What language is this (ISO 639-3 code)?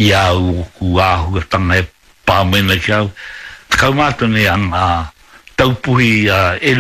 mri